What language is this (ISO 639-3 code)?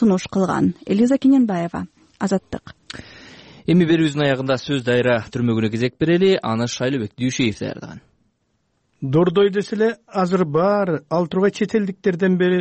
kir